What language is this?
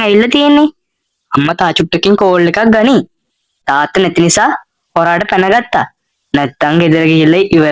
Sinhala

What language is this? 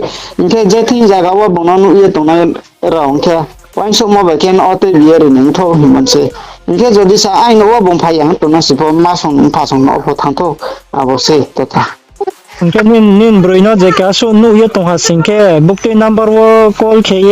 Riang (India)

